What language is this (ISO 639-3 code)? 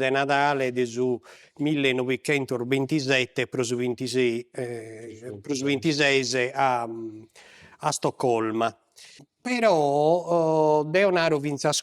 srd